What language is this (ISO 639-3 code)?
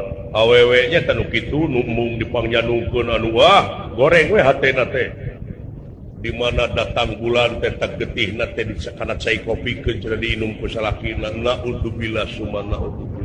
sun